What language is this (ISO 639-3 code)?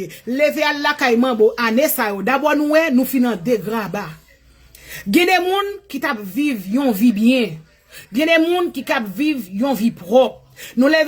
hat